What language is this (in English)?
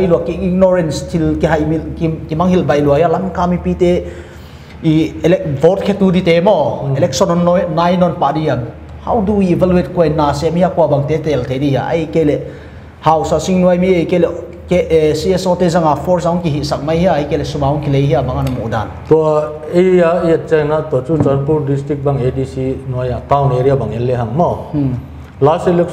Paite Chin